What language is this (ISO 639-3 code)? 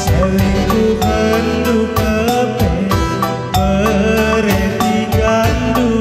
btx